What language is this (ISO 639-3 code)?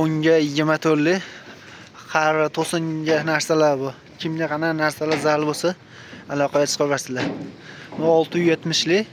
uzb